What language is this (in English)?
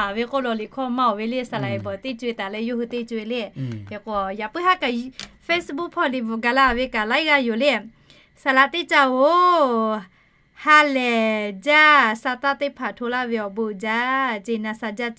Lahu